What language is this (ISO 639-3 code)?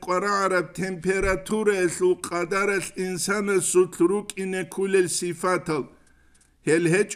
ava